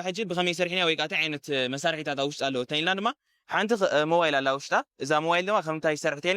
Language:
Tigrinya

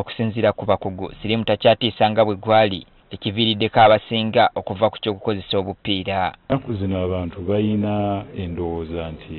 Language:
Ganda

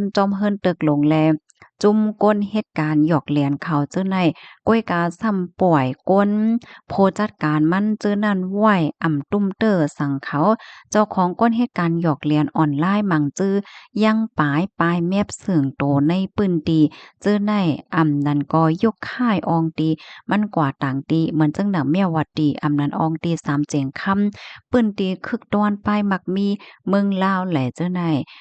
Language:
Shan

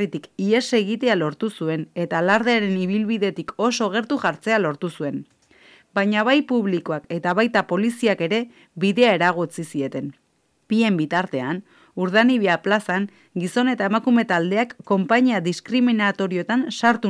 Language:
Basque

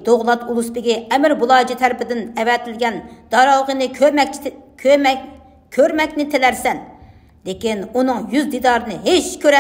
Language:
Uyghur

